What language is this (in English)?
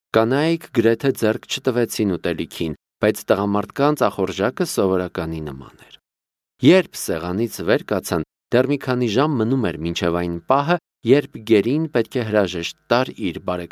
Armenian